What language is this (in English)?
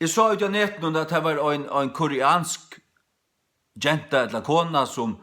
Faroese